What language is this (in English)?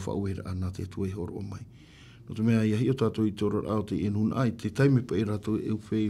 Tahitian